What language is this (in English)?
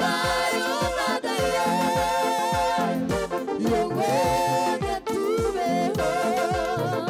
Kinyarwanda